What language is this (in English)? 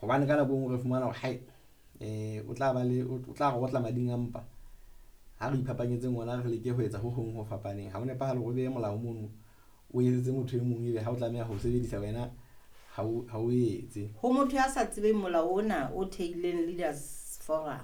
Southern Sotho